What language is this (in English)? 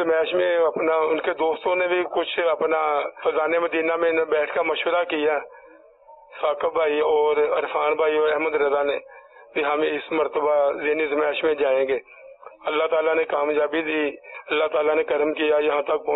Urdu